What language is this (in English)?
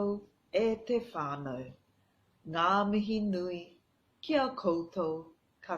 Māori